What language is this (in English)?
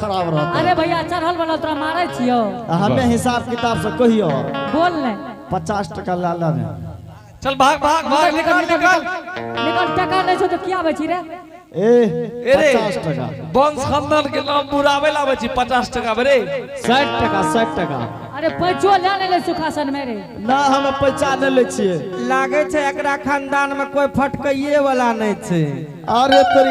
Angika